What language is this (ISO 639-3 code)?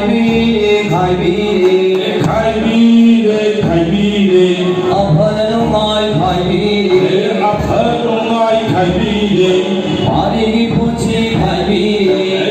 mni